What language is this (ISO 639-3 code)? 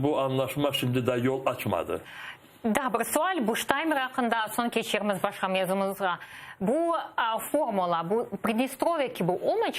crh